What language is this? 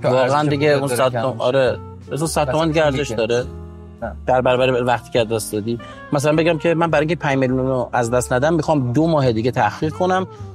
Persian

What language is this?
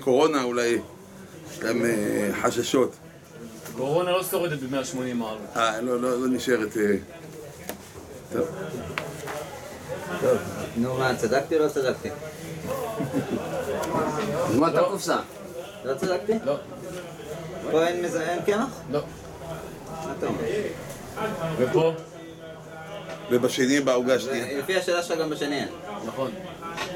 Hebrew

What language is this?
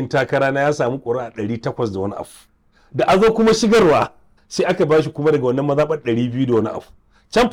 Hausa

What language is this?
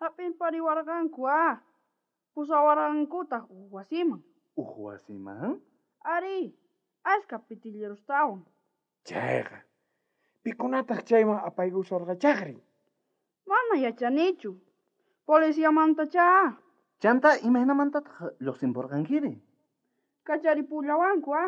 South Bolivian Quechua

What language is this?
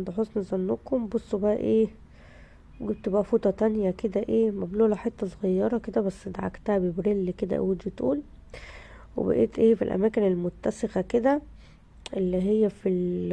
Egyptian Arabic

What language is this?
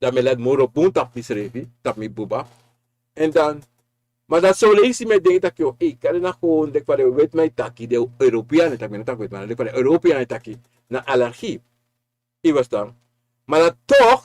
Sranan Tongo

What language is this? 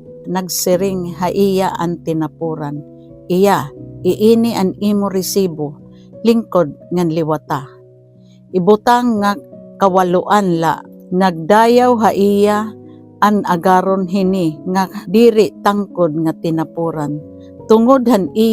Waray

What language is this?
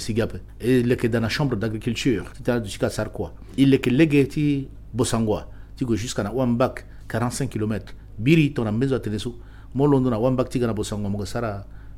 Sango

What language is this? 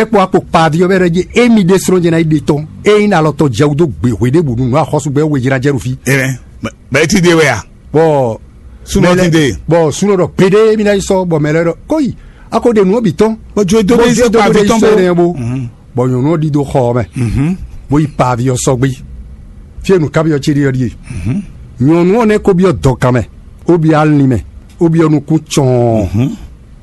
Fon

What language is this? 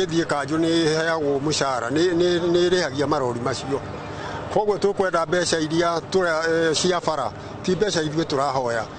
Kikuyu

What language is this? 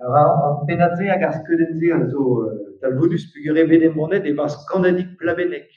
Breton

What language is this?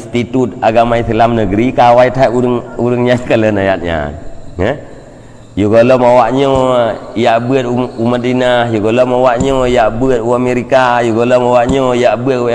Achinese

